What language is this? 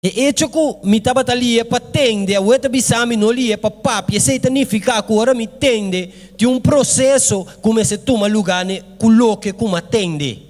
Papiamento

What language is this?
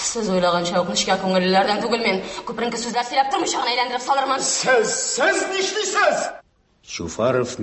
Tatar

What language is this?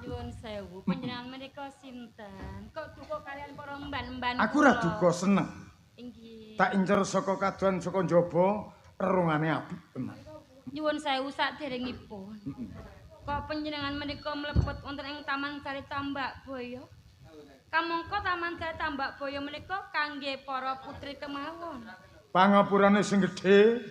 Javanese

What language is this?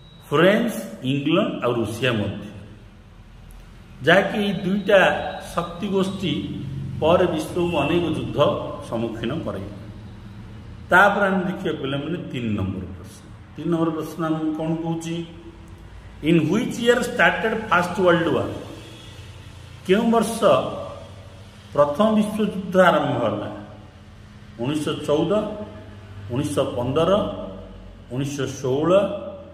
Odia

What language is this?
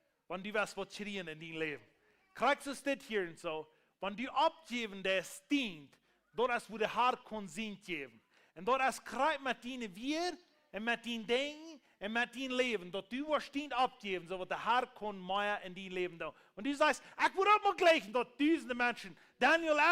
Plautdietsch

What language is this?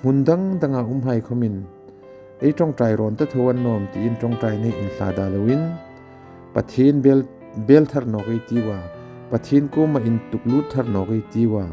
Hmar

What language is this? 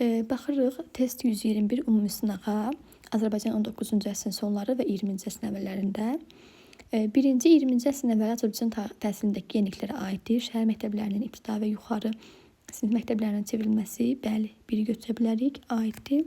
Azerbaijani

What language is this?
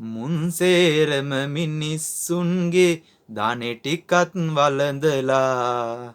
Sinhala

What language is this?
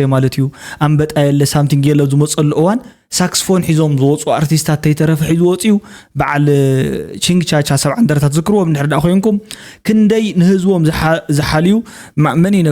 Tigrinya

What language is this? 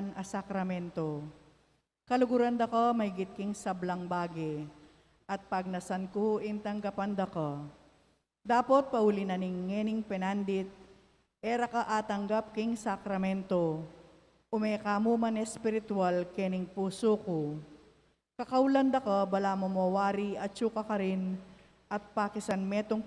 Pampanga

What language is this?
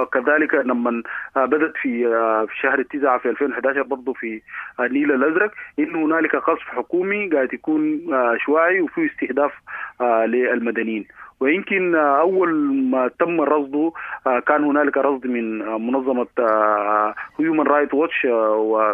Sudanese Arabic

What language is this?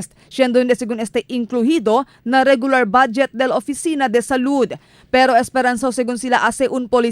Chavacano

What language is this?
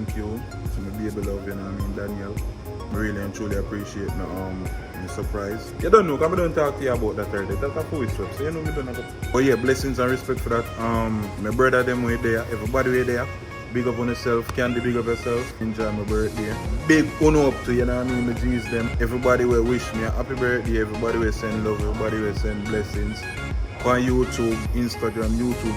Jamaican Creole English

